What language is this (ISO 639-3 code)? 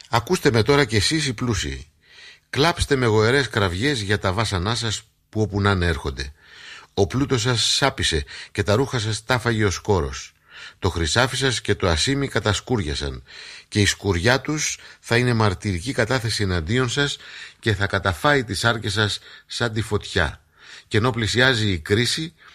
ell